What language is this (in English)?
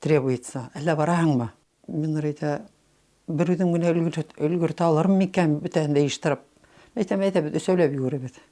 Bashkir